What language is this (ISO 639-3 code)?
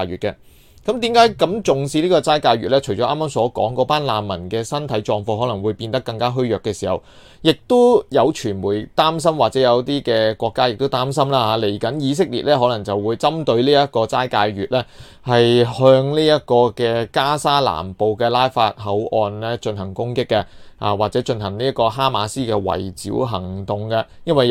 yue